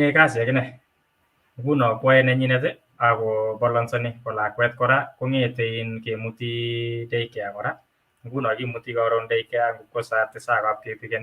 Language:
Kalenjin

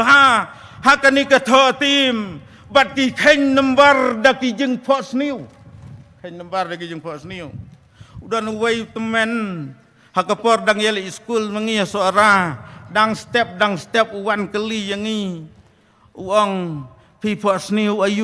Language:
Khasi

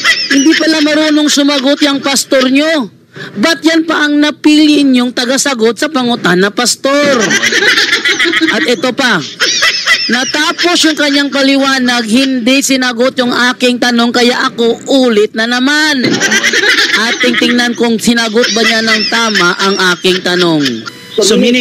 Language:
Filipino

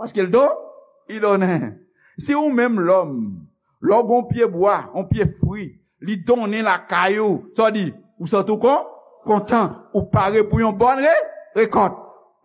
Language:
Haitian Creole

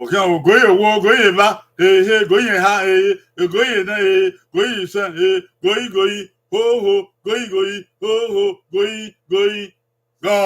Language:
Bini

